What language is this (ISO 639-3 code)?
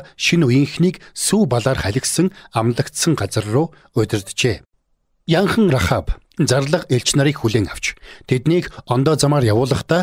mon